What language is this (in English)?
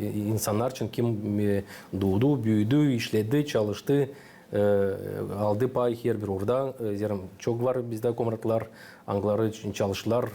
Gagauz